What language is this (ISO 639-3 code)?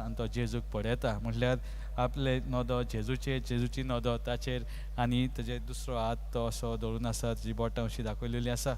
kok